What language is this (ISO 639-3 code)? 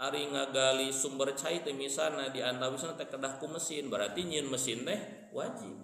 sun